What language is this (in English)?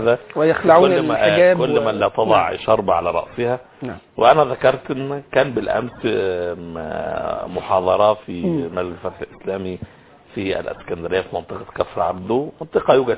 Arabic